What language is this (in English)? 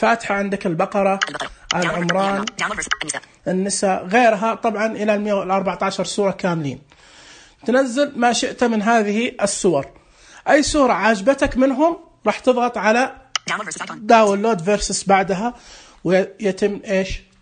Najdi Arabic